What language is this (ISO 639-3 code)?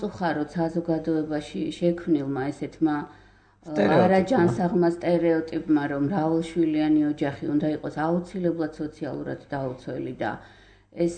kat